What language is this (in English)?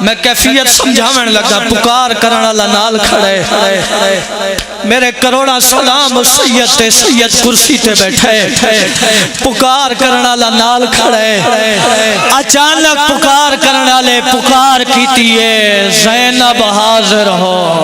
Pahari-Potwari